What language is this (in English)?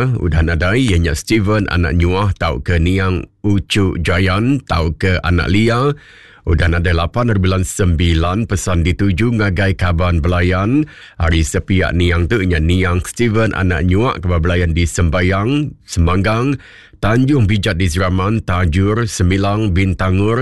Iban